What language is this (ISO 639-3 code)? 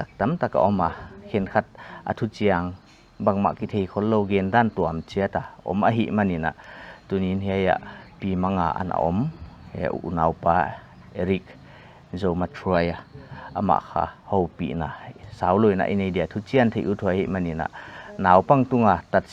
pck